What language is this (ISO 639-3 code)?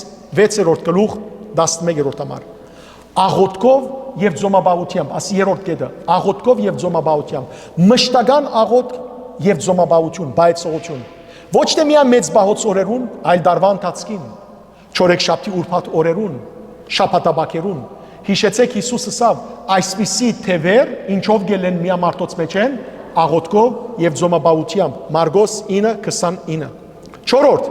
hyw